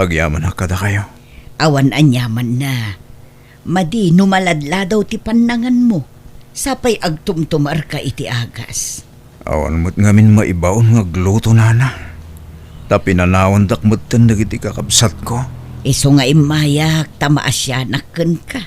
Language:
Iloko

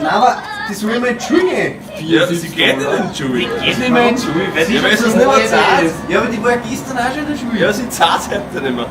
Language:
Bavarian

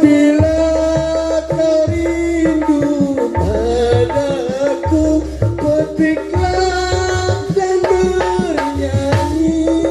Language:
Betawi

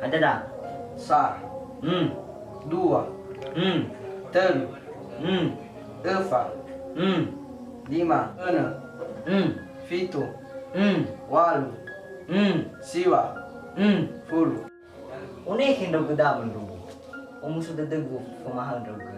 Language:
Nias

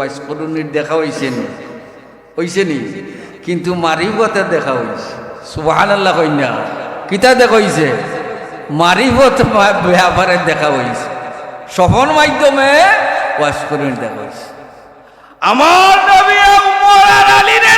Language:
Sylheti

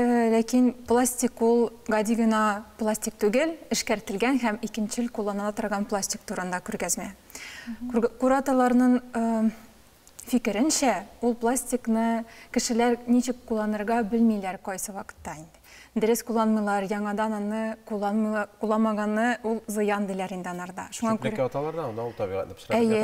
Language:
Tatar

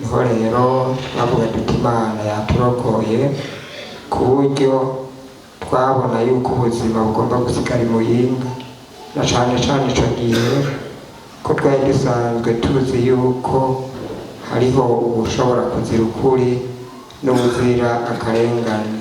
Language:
Rundi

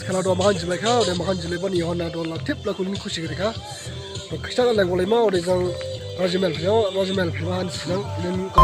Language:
Dimasa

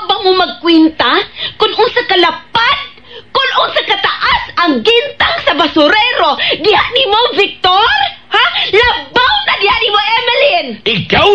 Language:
Cebuano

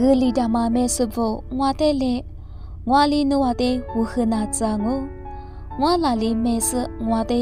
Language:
Lisu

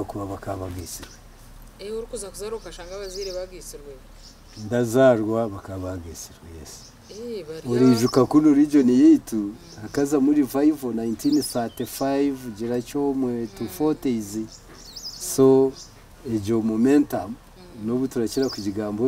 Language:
Nyankole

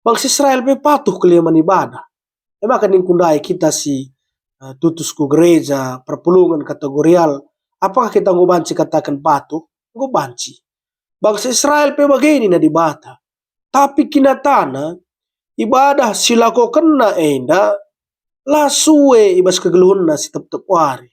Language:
Batak Karo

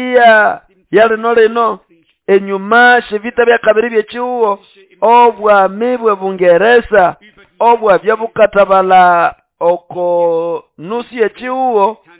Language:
Nande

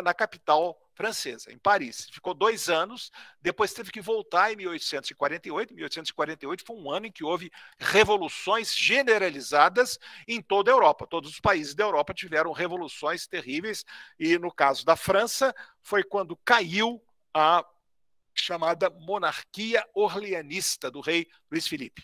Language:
Portuguese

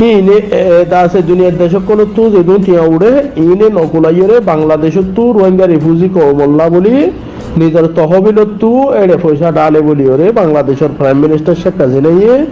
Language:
Rohingya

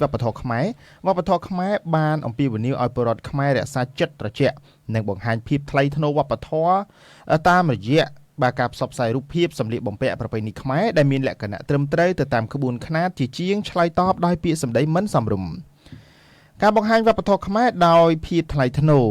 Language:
Khmer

